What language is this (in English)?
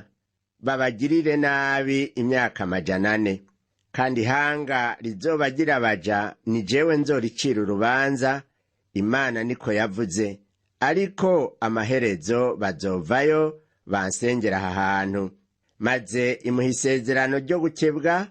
Rundi